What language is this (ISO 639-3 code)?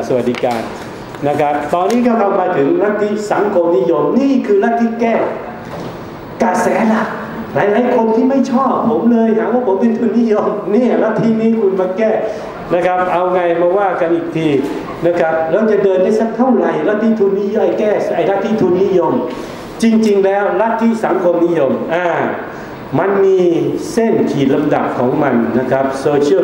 tha